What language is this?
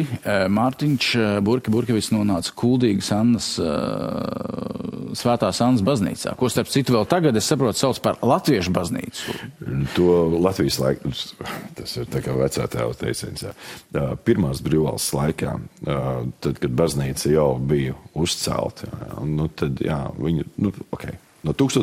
Latvian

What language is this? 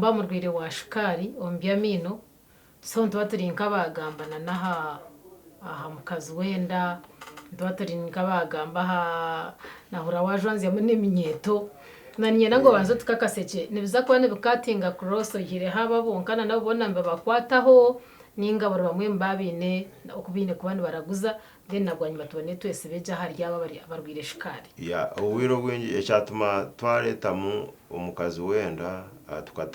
Nyankole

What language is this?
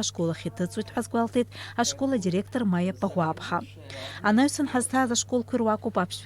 Abkhazian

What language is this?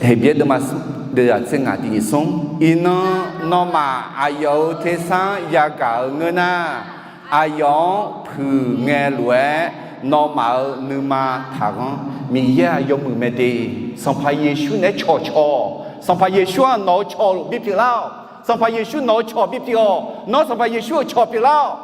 Akha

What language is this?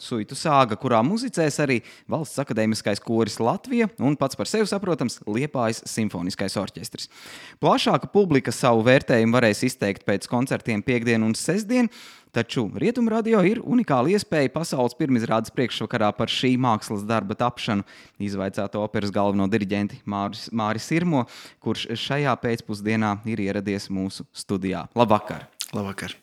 Latvian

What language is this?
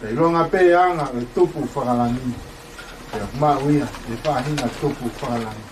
Tongan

